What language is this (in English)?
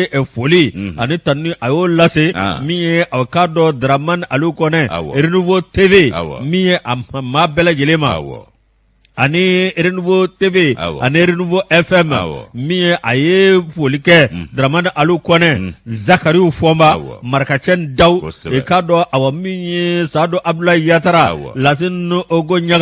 Bambara